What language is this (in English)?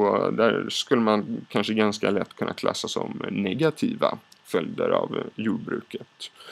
Swedish